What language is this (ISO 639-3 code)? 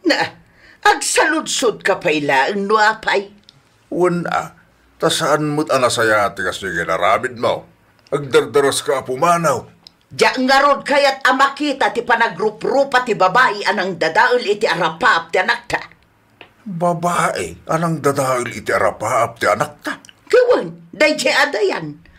ilo